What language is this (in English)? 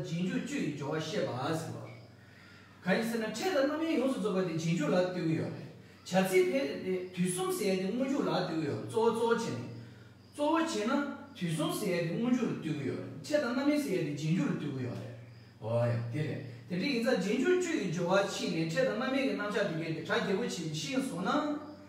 Tibetan